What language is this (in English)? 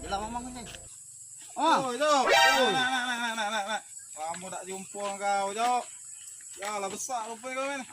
Musi